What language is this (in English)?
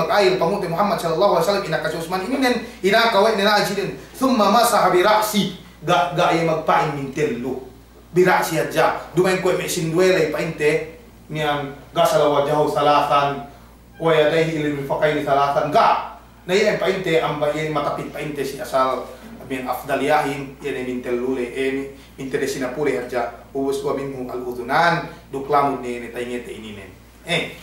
Yakan